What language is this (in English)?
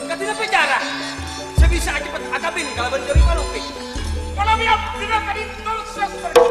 Madurese